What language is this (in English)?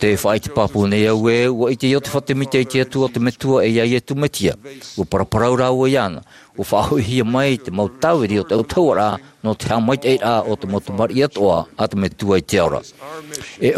Tahitian